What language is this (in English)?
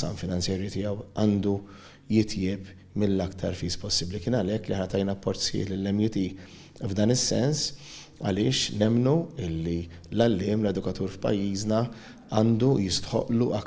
Maltese